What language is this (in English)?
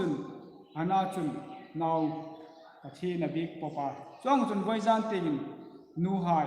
Hmar